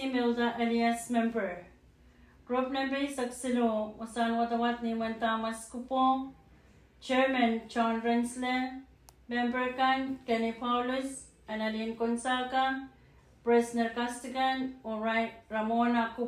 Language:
Pohnpeian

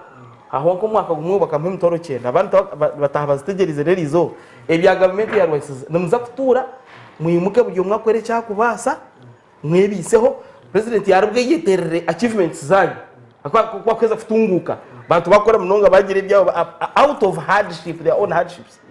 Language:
Nyankole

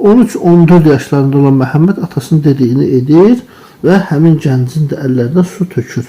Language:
Azerbaijani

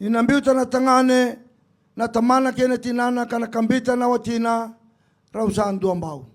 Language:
Fijian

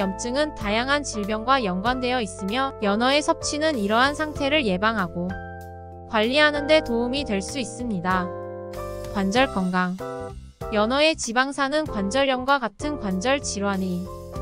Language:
Korean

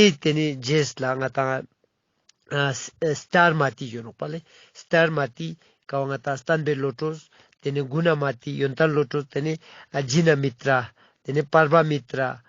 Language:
Ladakhi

